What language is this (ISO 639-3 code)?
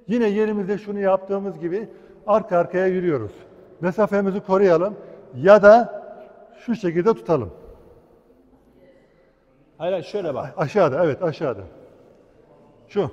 tur